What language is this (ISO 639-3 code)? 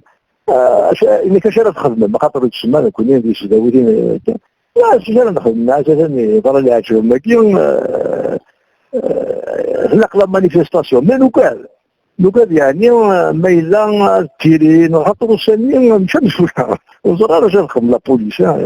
kab